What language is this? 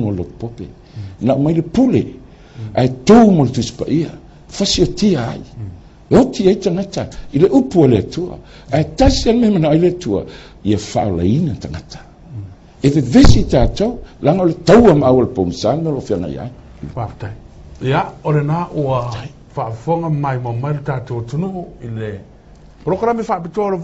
Samoan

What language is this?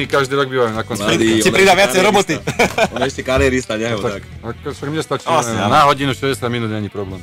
Slovak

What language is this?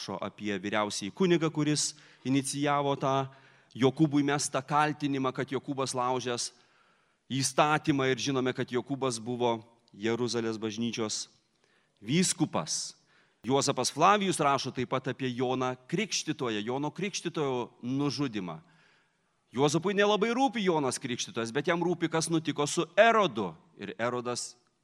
Lithuanian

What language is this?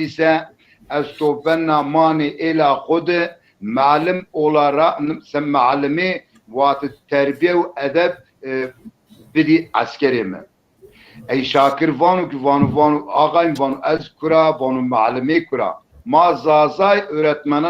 Zaza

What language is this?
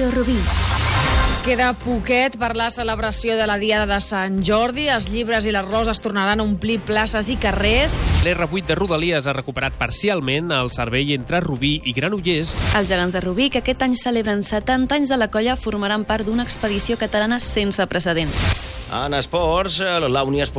Catalan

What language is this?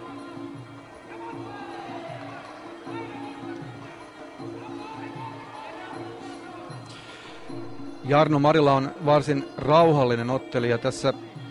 Finnish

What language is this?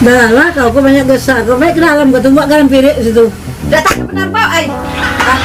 Musi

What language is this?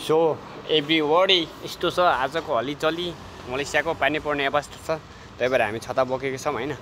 Nepali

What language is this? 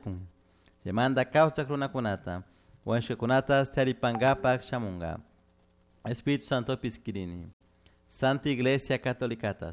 Chimborazo Highland Quichua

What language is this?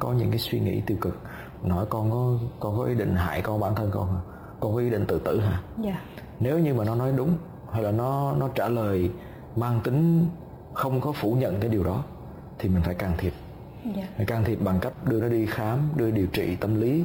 Vietnamese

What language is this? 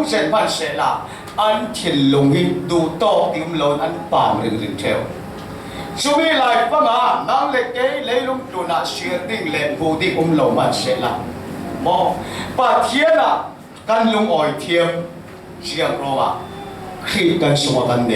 Falam Chin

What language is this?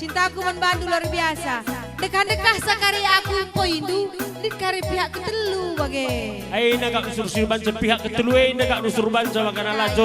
Batak Karo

